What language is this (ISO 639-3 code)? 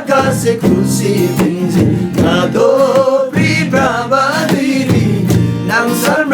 taj